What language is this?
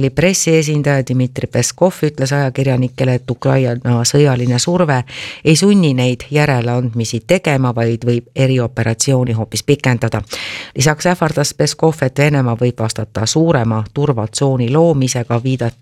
Estonian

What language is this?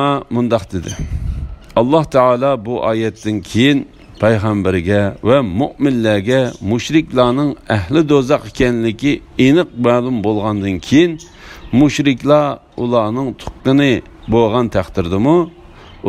Uyghur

